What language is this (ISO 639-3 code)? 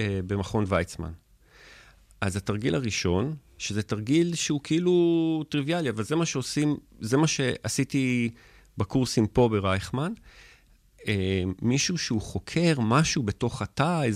heb